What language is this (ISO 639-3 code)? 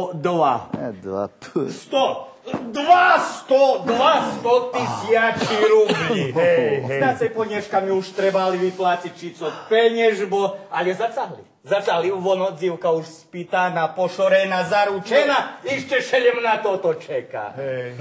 rue